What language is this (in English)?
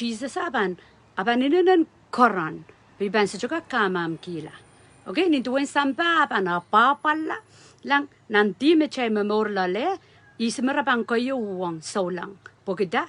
Pohnpeian